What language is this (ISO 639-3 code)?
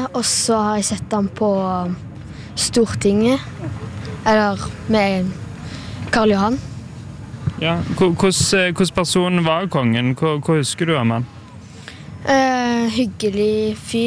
nor